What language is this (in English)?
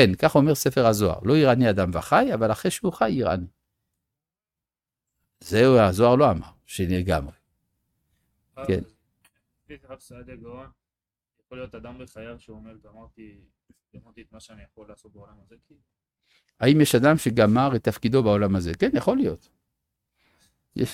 Hebrew